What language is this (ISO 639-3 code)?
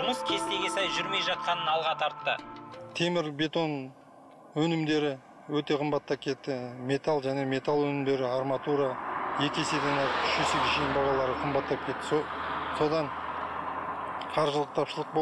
kaz